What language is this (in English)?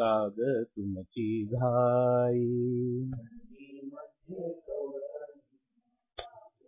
Marathi